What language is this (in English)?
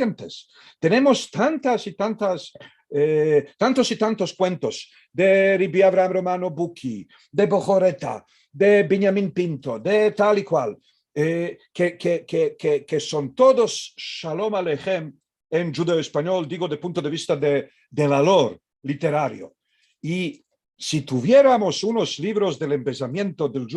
Ladino